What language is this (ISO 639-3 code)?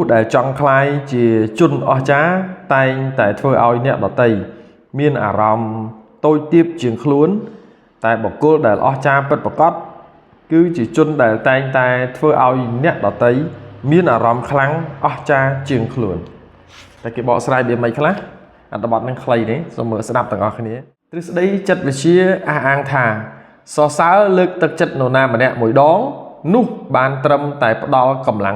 khm